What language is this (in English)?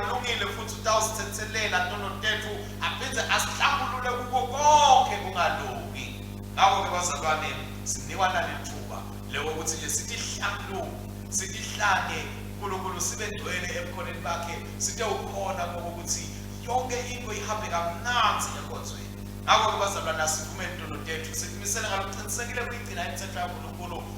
Swati